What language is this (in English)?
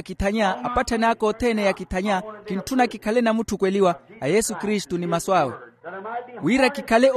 Makhuwa